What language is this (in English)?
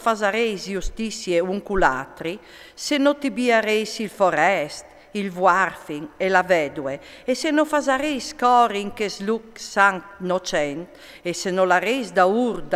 Friulian